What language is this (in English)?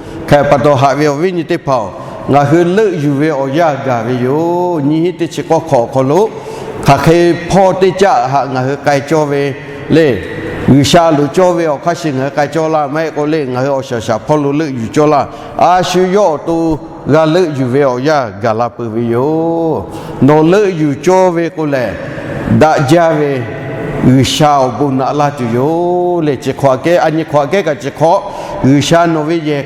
Lahu